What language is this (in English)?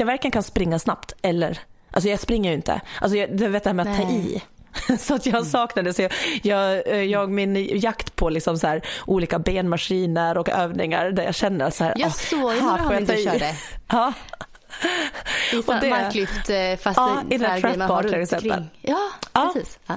Swedish